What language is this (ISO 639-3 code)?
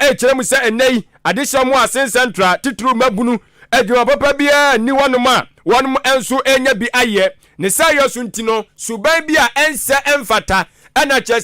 aka